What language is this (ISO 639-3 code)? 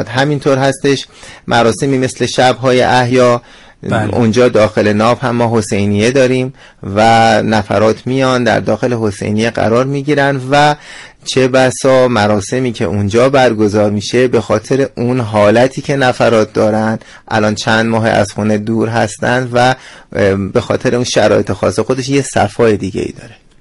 fas